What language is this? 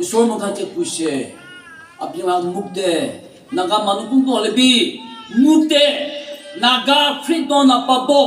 Naga Pidgin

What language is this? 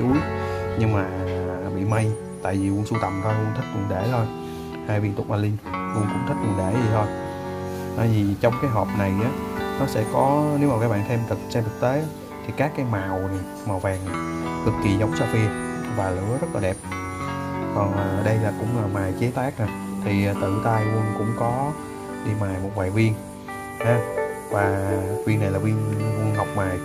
Vietnamese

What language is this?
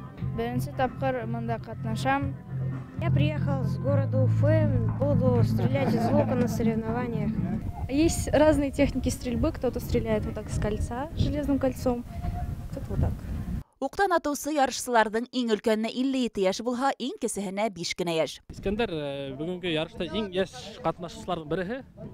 Bashkir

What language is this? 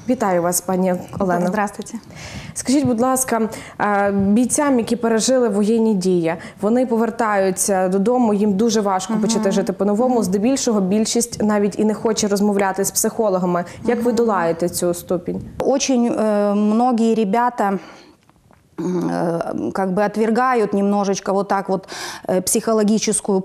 Ukrainian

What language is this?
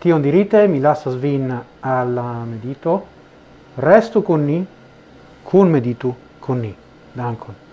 Esperanto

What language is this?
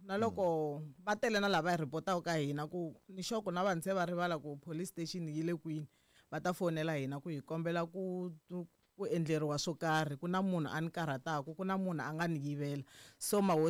Tsonga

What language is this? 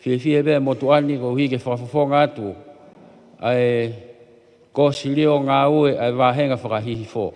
Tongan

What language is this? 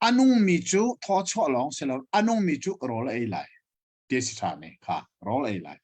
Hakha Chin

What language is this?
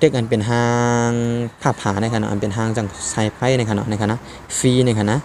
Shan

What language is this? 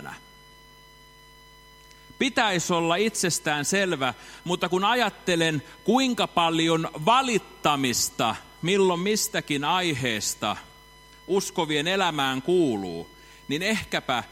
Finnish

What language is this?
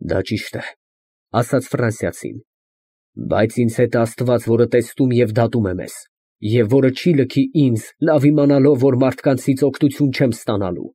Armenian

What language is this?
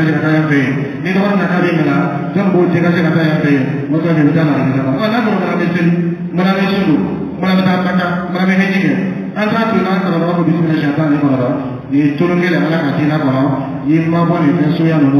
Dyula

